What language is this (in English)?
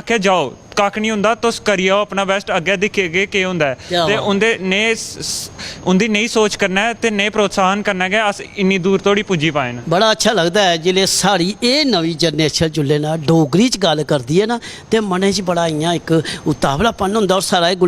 Dogri